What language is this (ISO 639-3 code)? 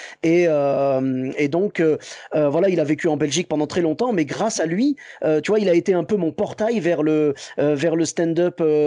fra